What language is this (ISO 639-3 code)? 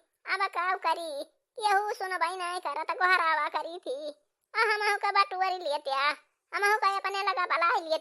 awa